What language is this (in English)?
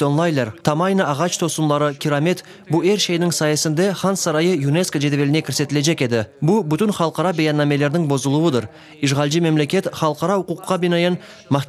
Crimean Tatar